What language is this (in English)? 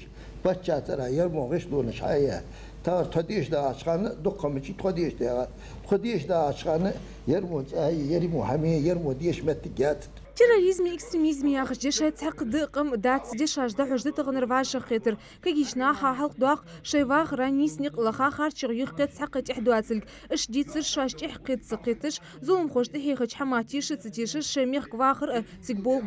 Ingush